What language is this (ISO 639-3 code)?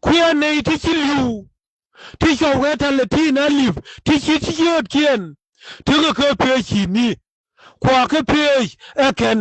nus